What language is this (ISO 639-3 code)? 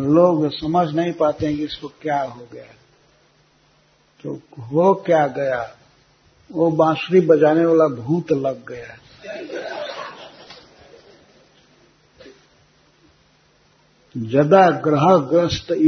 hin